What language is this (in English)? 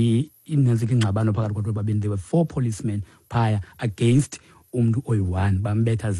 Xhosa